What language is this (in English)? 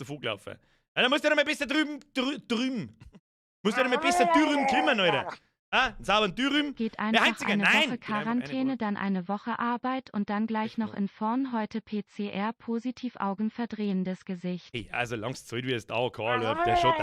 Bavarian